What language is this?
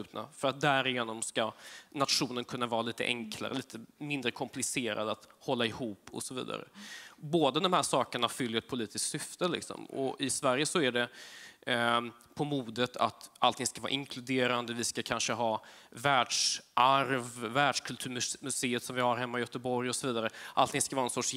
Swedish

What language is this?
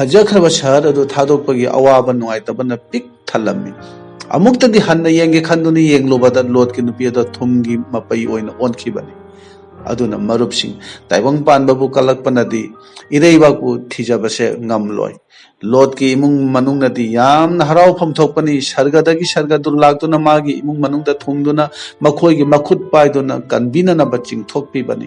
Manipuri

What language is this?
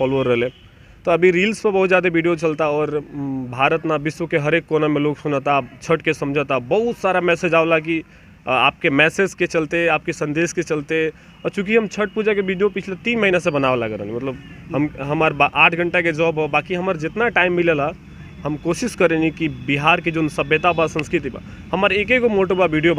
Bhojpuri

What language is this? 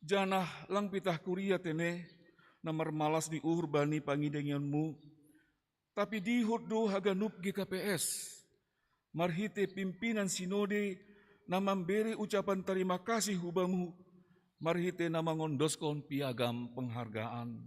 Batak Simalungun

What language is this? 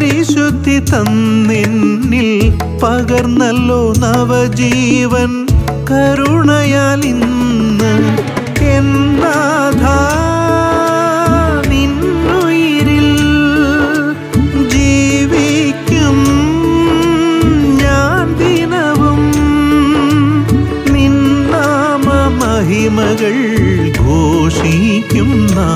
Malayalam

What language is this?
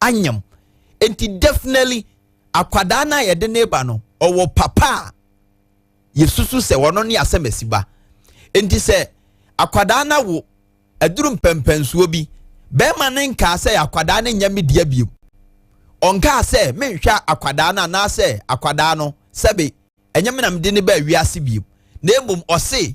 Akan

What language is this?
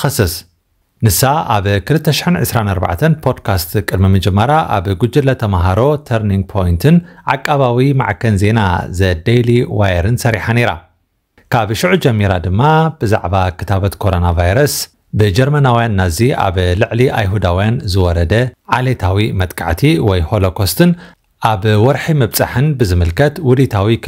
Tigrinya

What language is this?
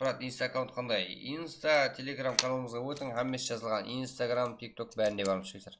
Kara-Kalpak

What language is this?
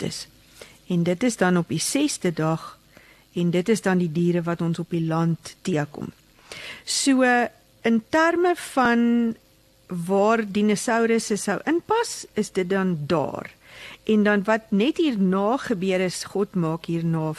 Afrikaans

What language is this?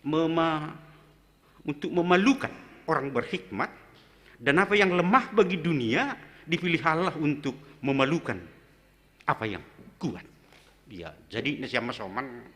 Batak Simalungun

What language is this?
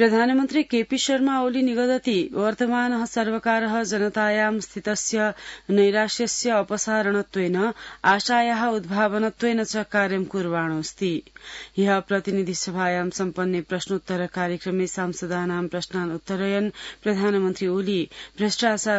Sanskrit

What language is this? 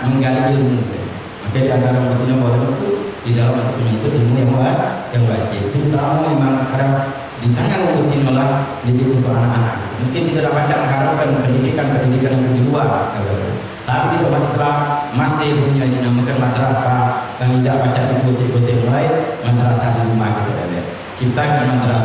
Musi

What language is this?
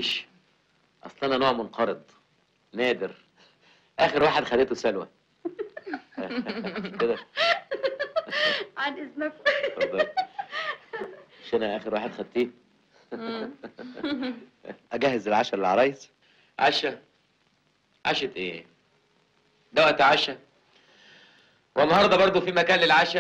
Egyptian Arabic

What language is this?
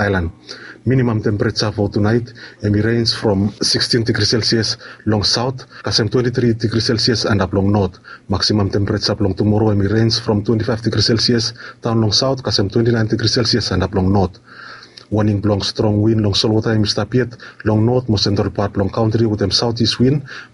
Bislama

